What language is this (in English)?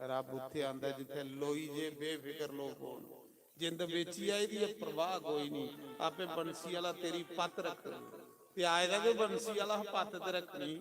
Dogri